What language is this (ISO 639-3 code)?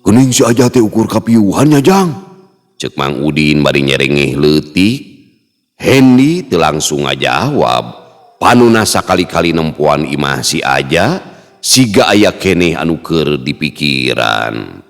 sun